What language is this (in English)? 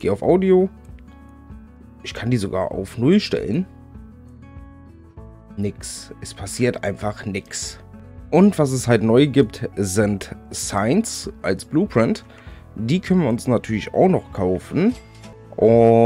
German